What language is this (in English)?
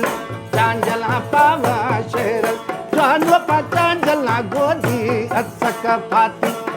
Brahui